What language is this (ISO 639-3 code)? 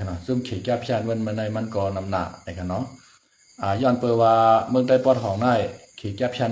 shn